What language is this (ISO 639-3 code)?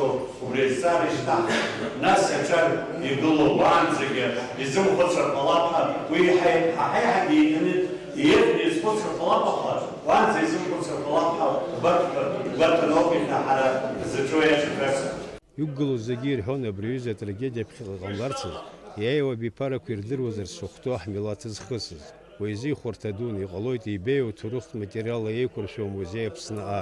abk